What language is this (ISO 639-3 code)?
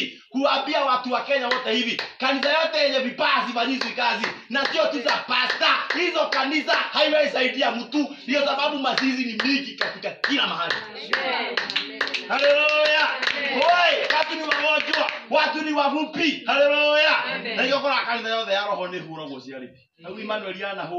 swa